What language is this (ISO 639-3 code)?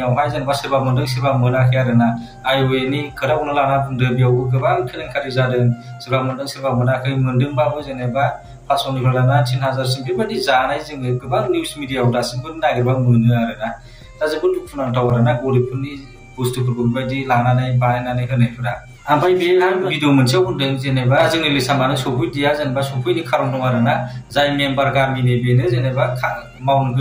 brx